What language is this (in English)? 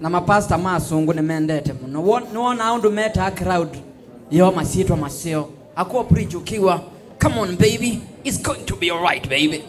Kamba